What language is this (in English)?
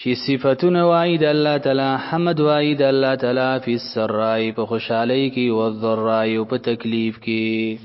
Pashto